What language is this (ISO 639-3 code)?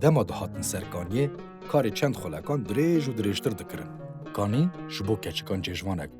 kur